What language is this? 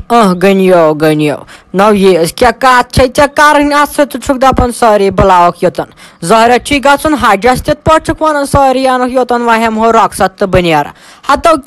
Kashmiri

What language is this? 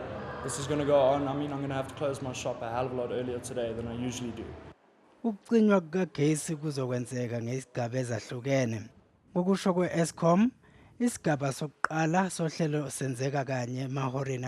Zulu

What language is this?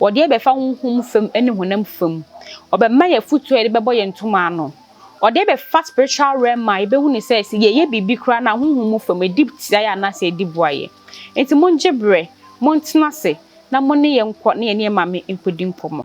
Akan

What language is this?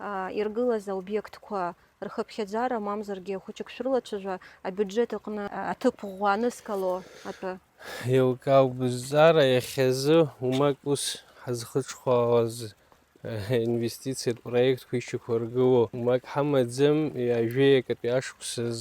Abkhazian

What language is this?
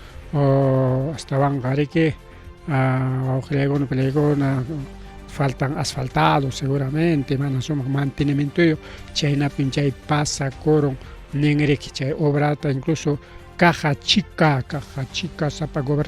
Ayacucho Quechua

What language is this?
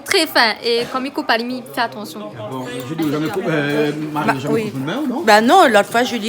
Réunion Creole French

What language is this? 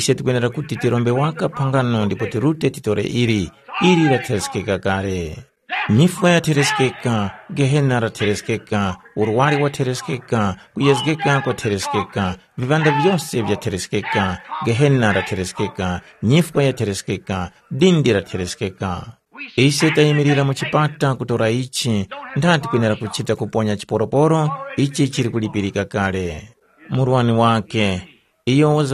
Tumbuka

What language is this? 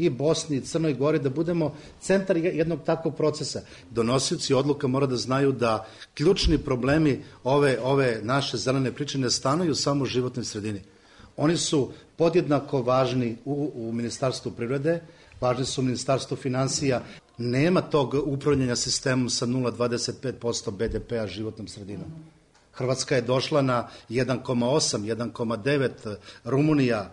Serbian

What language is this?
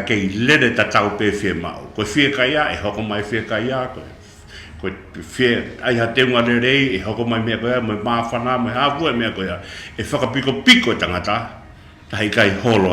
Tongan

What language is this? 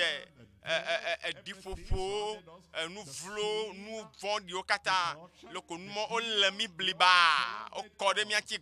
Ewe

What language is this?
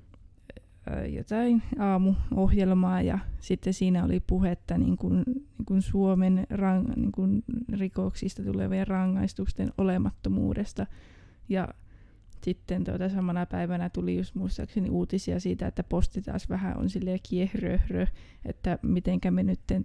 Finnish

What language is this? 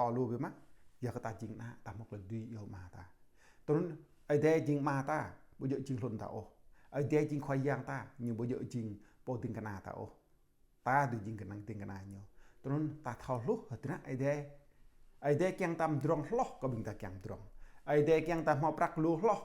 Jarai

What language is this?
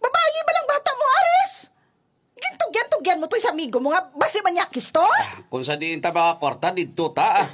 Hiligaynon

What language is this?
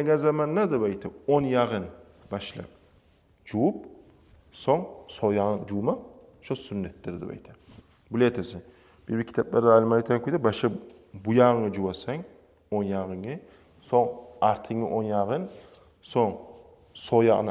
Kumyk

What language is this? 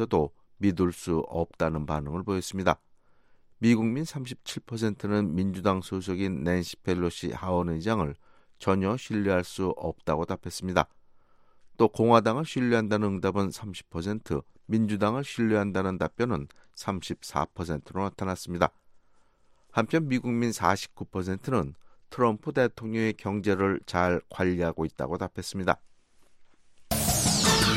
Korean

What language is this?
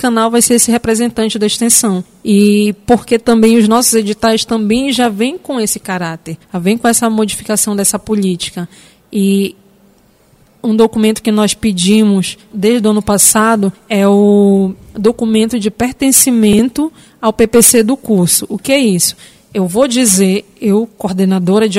Portuguese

